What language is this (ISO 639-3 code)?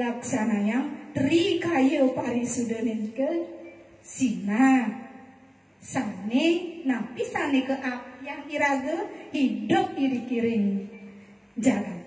ban